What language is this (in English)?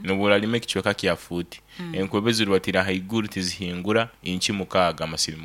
Nyankole